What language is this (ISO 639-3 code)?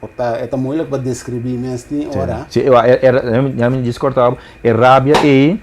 pap